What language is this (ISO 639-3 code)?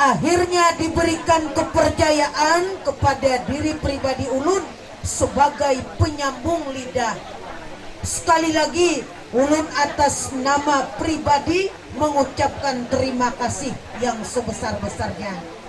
bjn